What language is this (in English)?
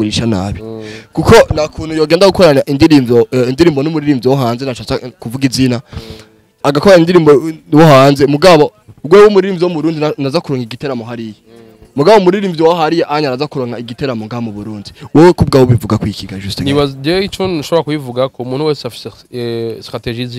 Rundi